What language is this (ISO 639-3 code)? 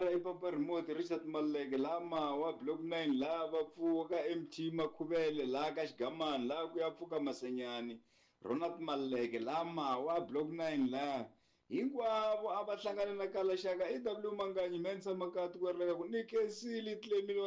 tso